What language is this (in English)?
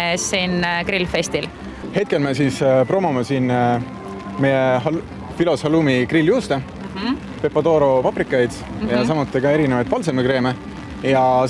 Estonian